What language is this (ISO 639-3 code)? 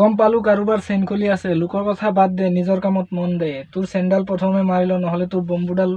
asm